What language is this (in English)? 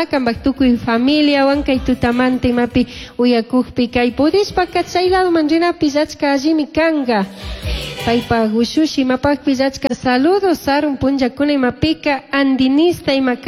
Chimborazo Highland Quichua